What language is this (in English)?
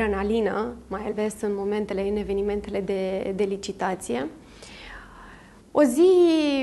Romanian